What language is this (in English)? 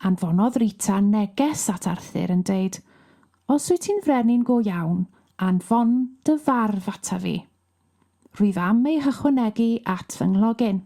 Welsh